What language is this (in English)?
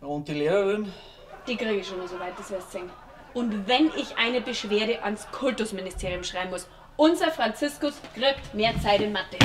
Bavarian